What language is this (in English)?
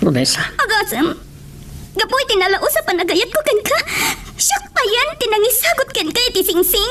Iloko